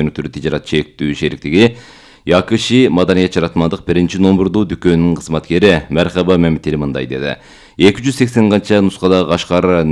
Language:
Kyrgyz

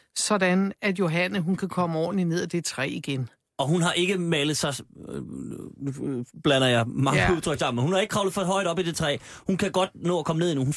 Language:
Danish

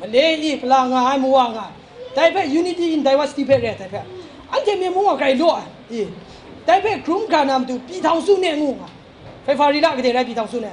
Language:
Kachin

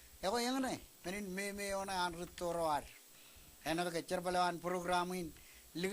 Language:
Marshallese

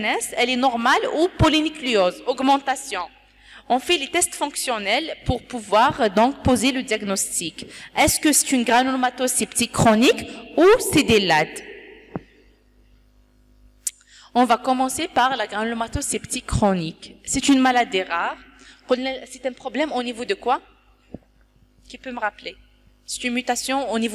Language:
French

